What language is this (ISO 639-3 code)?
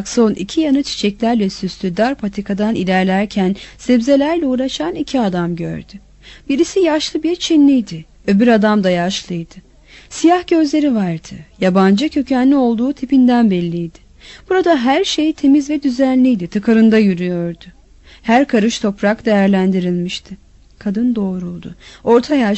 tur